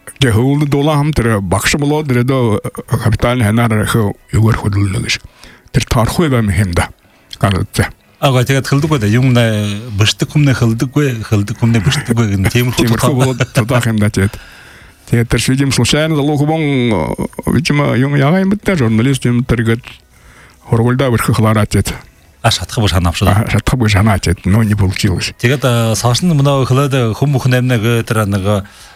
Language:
Buriat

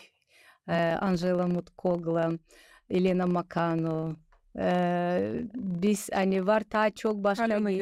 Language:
Gagauz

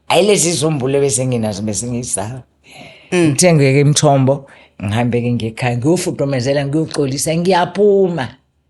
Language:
Zulu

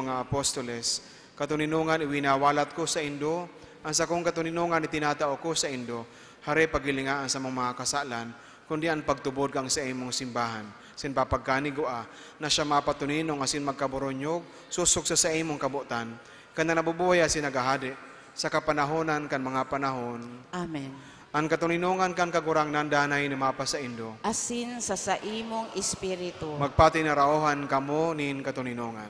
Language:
Bikol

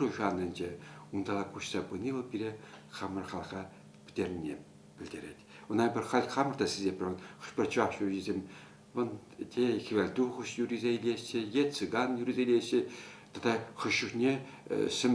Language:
Chuvash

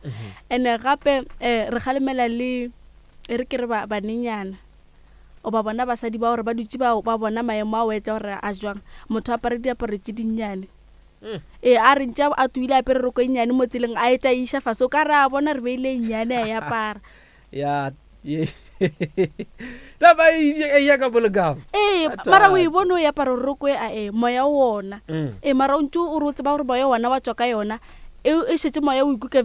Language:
Northern Sotho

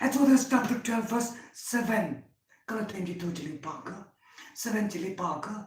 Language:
Tangkhul Naga (India)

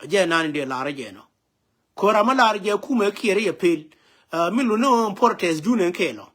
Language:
Nuer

